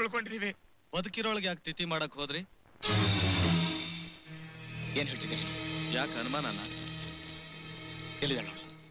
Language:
Kannada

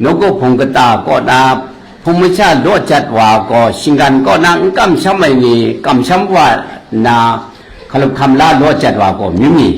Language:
Kachin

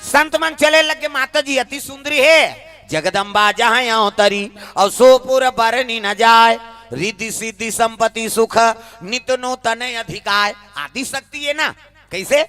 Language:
Chhattisgarhi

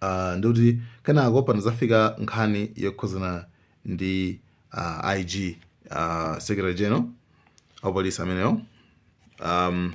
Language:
Nyanja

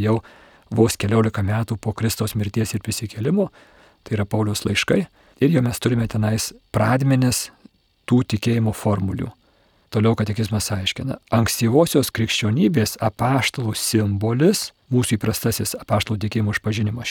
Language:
Lithuanian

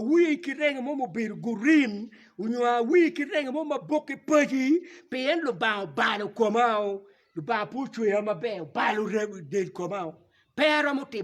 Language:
Acoli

